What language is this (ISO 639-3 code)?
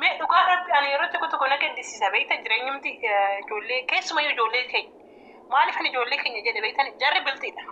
orm